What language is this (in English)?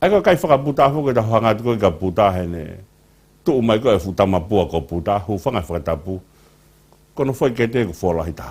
Tongan